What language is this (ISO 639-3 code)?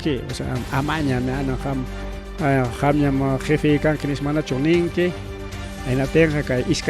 quy